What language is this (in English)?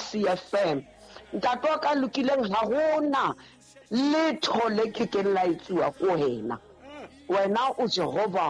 Southern Sotho